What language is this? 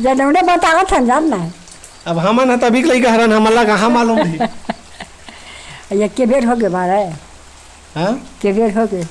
Chhattisgarhi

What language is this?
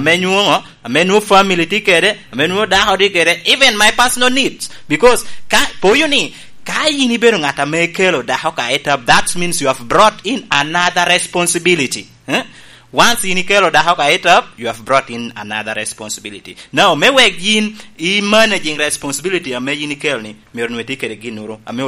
Lango (Uganda)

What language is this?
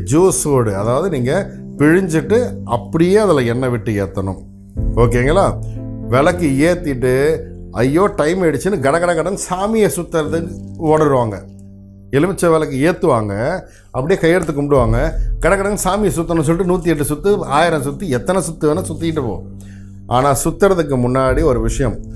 Tamil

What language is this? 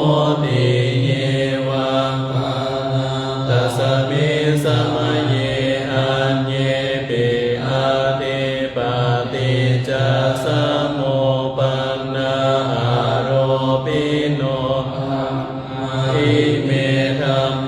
Pali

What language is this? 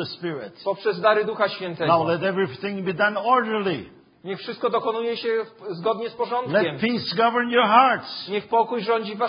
Polish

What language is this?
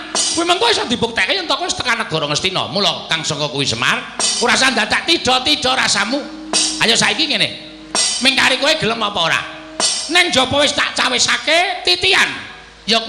Javanese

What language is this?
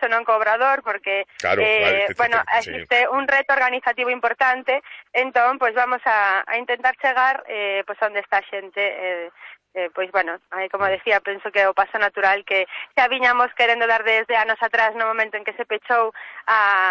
Galician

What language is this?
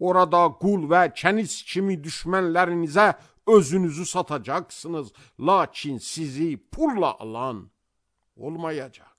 Azerbaijani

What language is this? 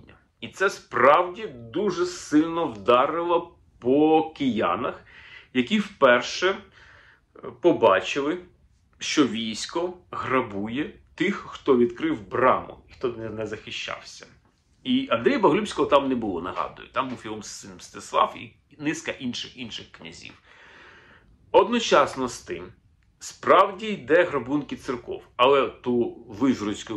Ukrainian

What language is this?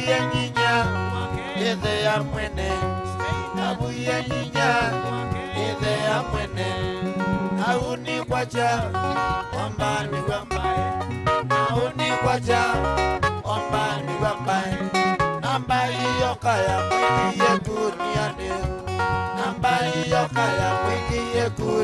Kamba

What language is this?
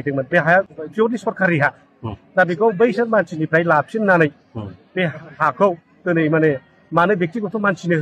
Bodo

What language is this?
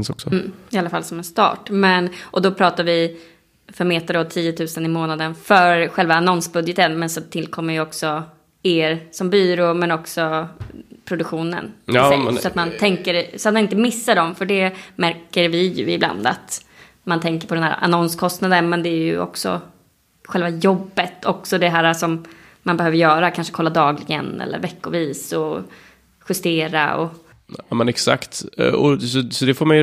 Swedish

